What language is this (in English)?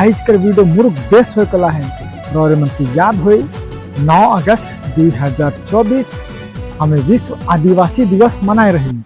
Sadri